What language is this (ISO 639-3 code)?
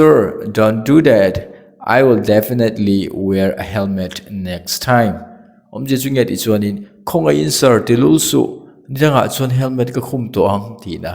lus